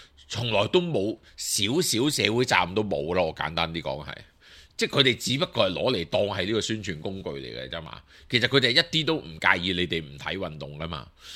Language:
Cantonese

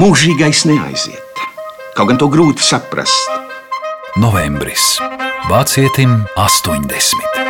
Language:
Latvian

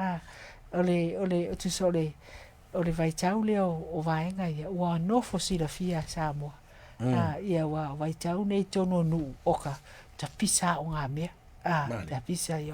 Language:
Samoan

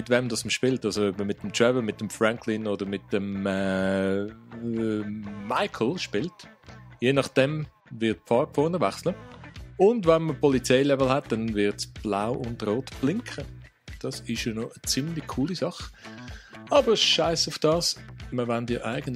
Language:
Swiss German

